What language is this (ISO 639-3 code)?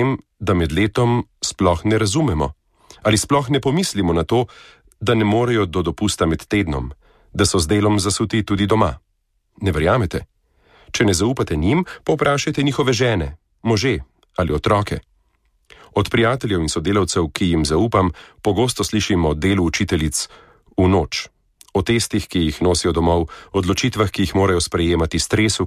slv